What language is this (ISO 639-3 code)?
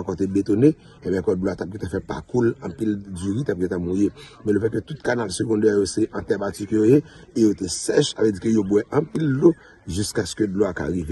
hat